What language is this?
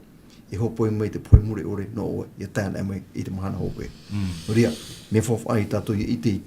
Tahitian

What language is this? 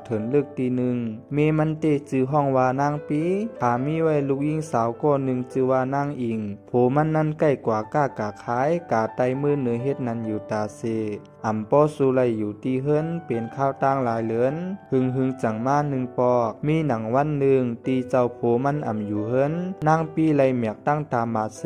Shan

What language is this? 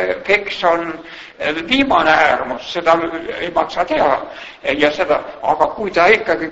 Estonian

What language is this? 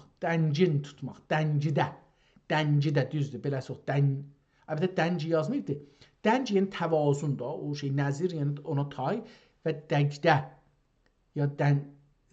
South Azerbaijani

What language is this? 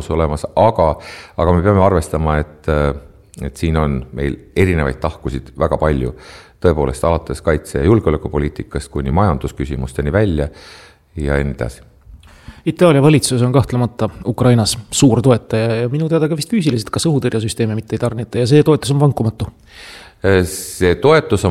Estonian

